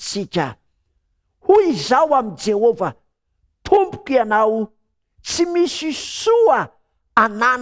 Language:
Malagasy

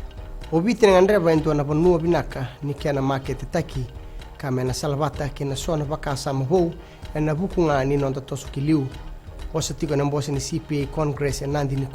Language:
Fijian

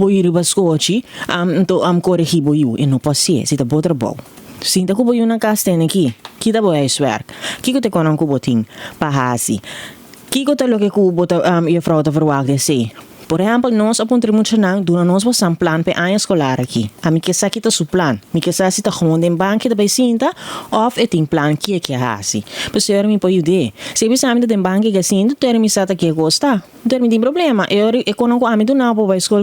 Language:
Papiamento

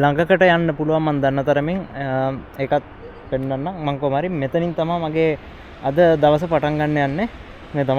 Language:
Sinhala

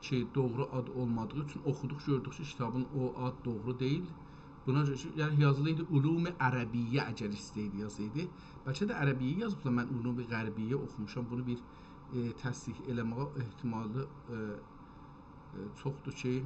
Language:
South Azerbaijani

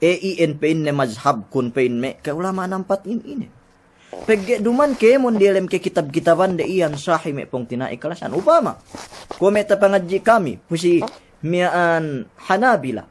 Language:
Yakan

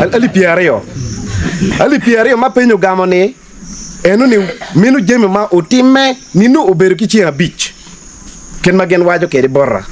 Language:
Acoli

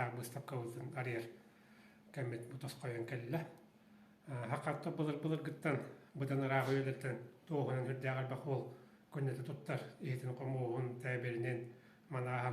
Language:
Yakut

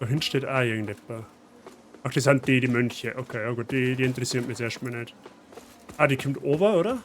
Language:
Bavarian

